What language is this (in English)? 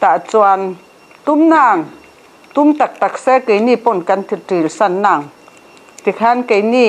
Mizo